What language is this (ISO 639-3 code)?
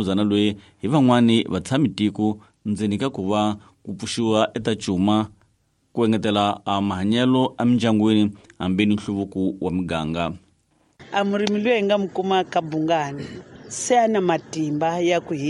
tso